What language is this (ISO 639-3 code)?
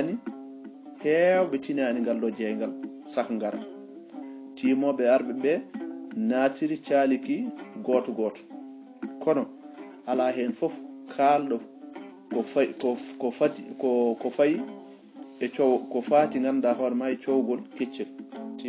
ful